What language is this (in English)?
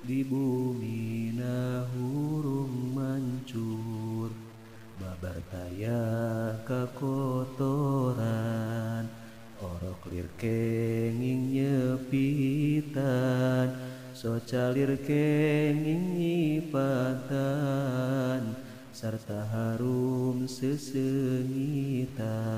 Sundanese